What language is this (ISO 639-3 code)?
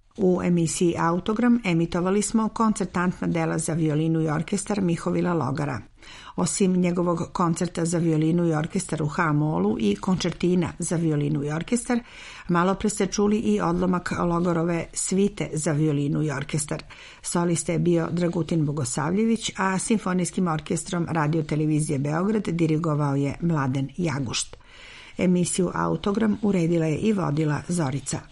srp